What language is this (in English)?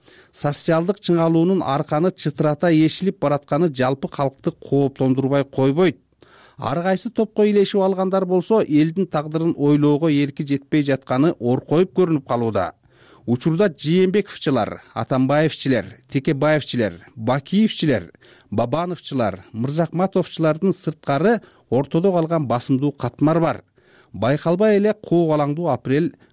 Kyrgyz